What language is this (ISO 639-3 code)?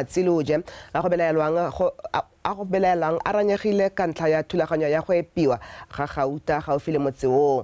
tsn